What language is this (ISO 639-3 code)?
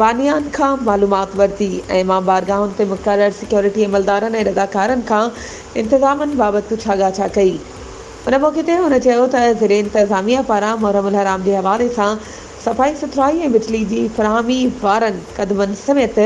snd